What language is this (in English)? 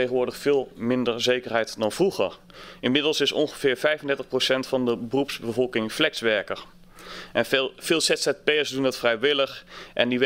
Dutch